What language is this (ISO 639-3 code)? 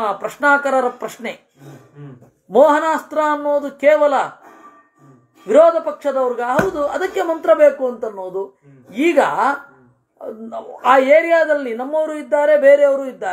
kan